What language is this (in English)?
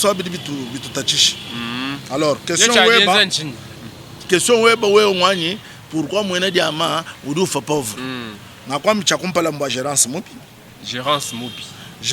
Luba-Lulua